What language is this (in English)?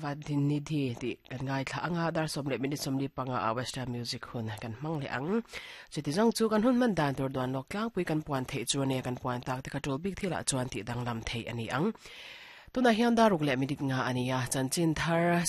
Mizo